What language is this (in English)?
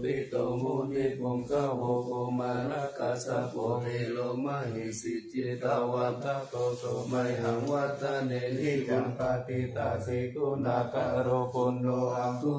Pali